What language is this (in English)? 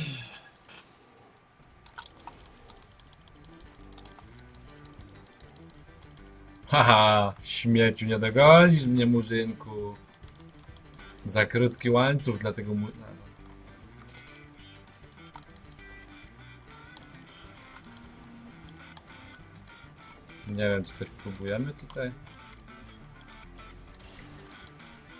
Polish